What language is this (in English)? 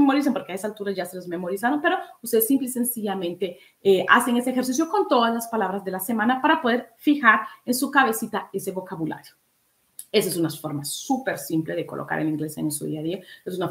Spanish